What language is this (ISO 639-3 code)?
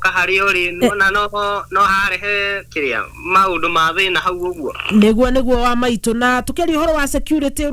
kik